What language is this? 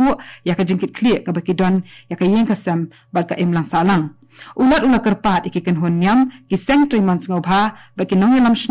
Khasi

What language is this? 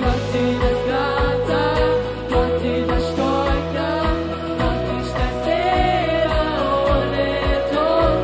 Plautdietsch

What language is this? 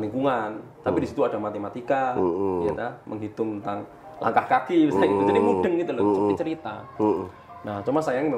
Indonesian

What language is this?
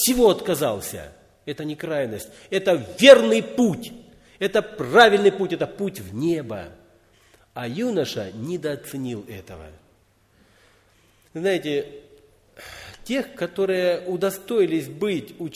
Russian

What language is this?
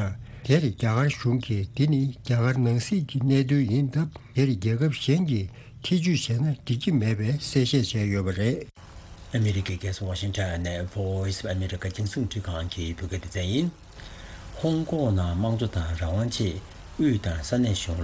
Tibetan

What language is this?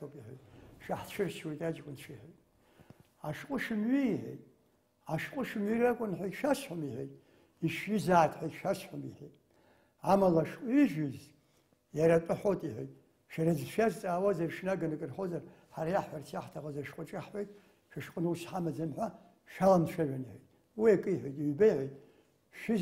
Abkhazian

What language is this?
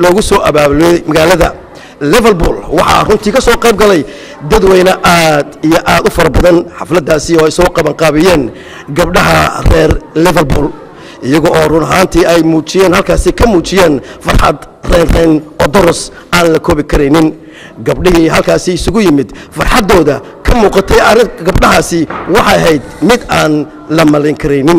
Somali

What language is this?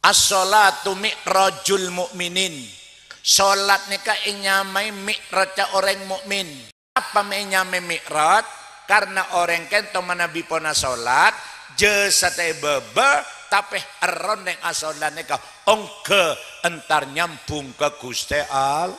Madurese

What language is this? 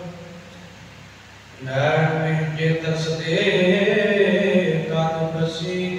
Punjabi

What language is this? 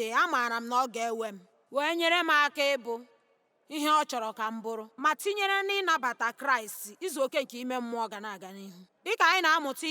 Igbo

